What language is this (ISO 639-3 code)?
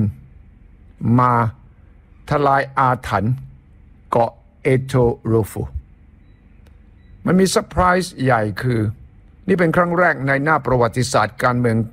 tha